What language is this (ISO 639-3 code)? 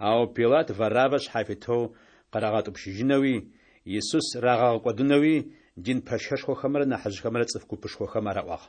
ady